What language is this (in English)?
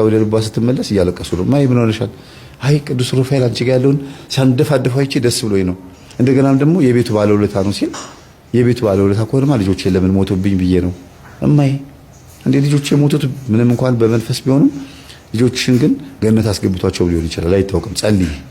Amharic